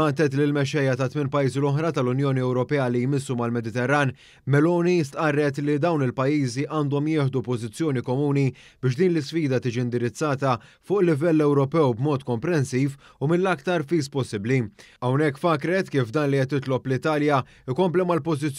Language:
Maltese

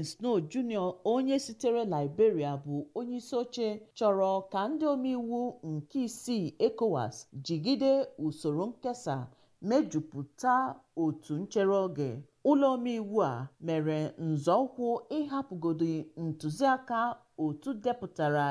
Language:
Igbo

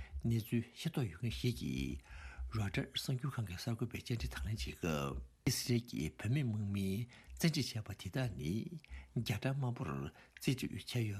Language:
Tibetan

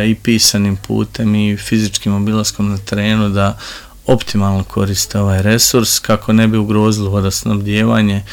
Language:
Croatian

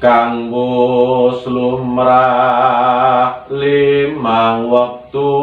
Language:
Javanese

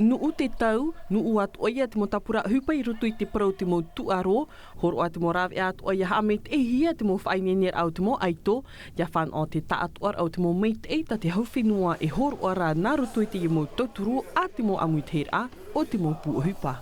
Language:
Tahitian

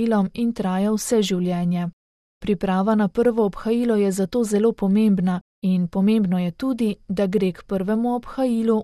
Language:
Slovenian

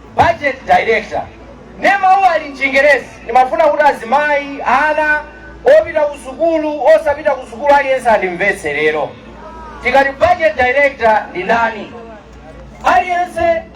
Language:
Nyanja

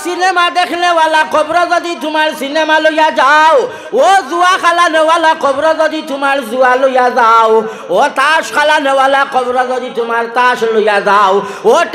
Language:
Sylheti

